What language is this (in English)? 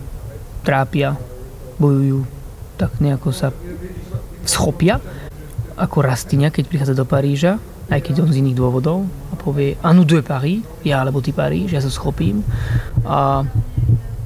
Slovak